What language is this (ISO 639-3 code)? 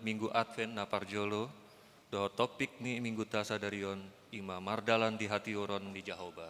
bbc